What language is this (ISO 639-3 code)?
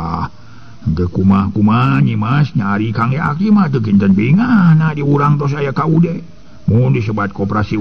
sun